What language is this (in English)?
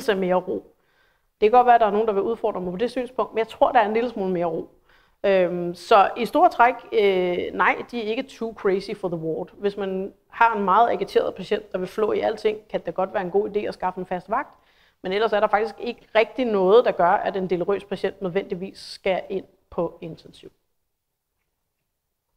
Danish